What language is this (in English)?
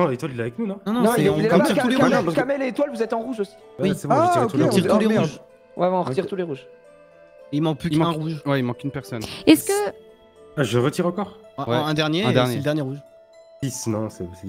French